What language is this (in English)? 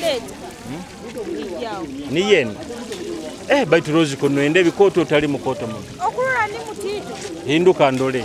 Nyoro